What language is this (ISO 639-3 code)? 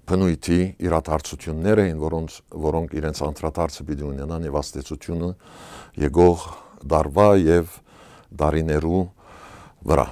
hyw